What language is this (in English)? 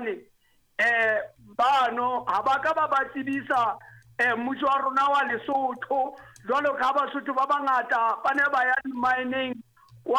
Southern Sotho